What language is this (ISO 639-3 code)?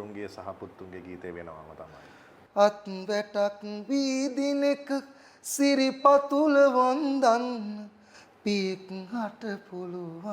sin